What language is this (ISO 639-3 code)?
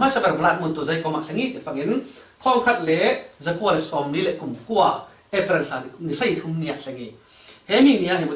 cfm